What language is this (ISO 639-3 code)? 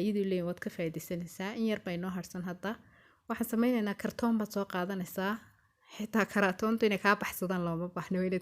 som